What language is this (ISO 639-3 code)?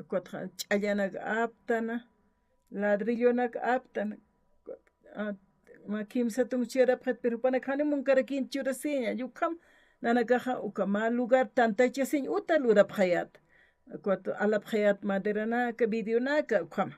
aym